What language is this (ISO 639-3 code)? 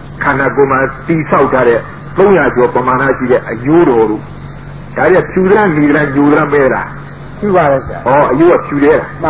mya